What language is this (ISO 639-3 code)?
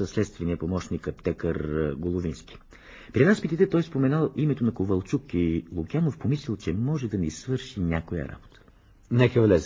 bul